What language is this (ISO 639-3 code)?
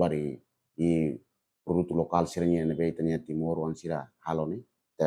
tet